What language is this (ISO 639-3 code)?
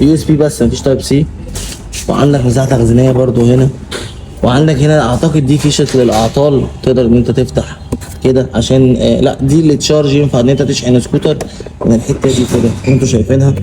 arz